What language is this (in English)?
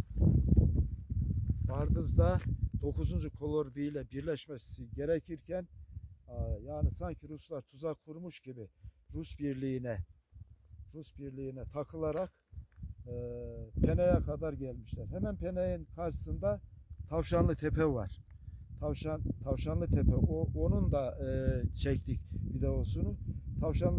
Turkish